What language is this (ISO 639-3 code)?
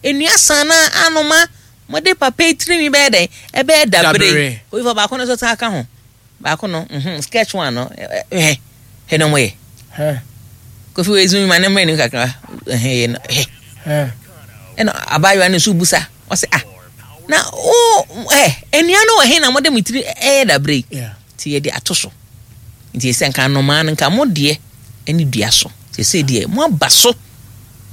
aka